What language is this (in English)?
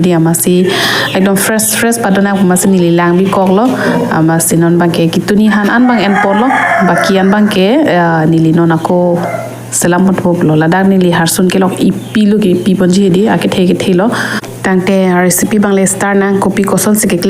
Karbi